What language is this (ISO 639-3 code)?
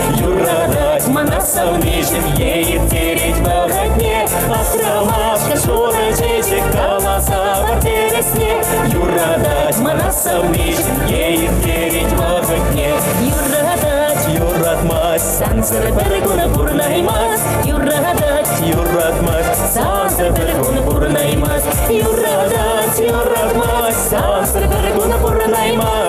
chv